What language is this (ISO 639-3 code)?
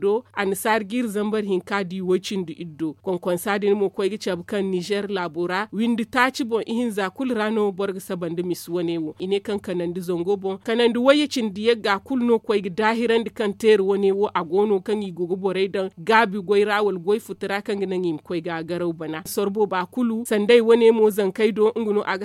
dje